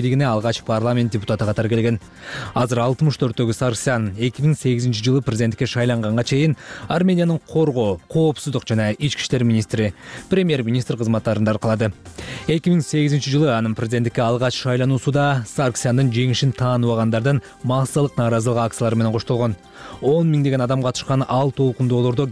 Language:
Kyrgyz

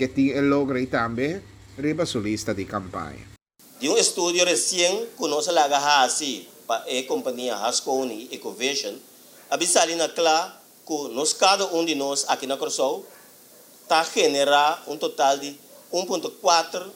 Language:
Papiamento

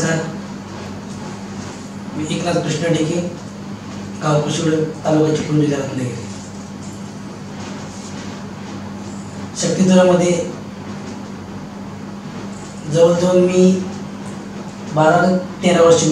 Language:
Marathi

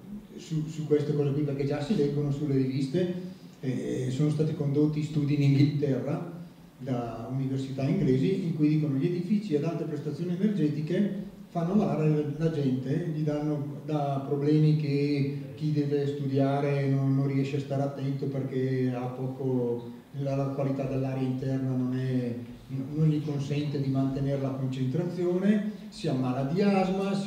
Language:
Italian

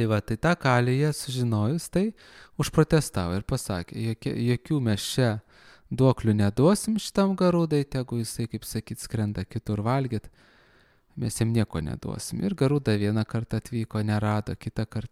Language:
Lithuanian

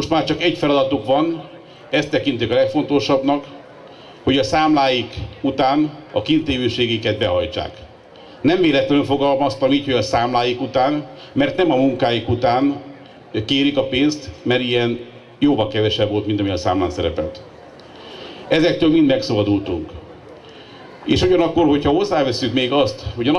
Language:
Hungarian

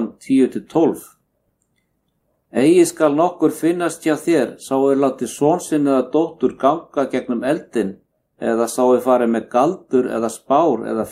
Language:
Icelandic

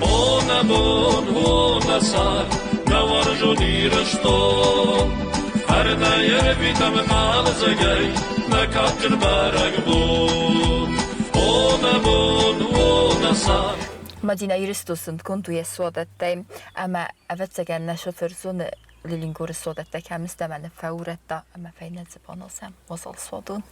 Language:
Ossetic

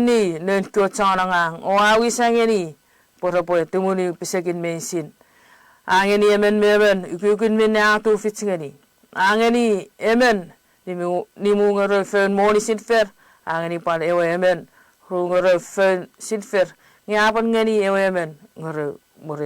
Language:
Chuukese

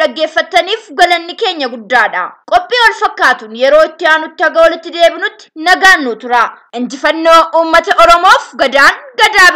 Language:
Oromo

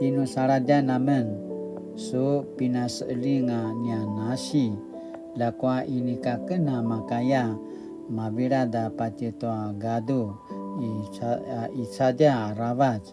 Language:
Paiwan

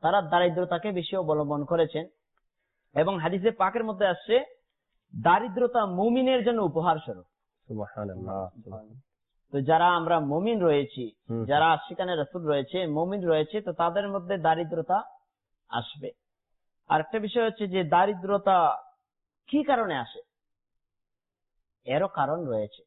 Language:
Bangla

